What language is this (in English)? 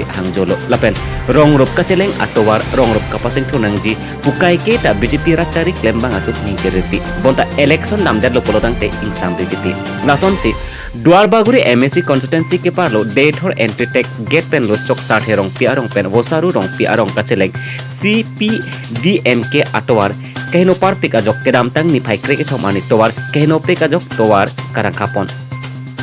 Karbi